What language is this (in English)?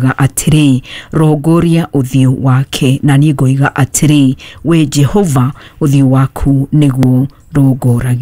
Kikuyu